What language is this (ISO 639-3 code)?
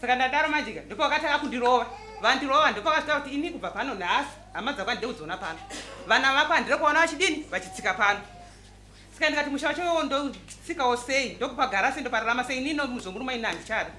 sna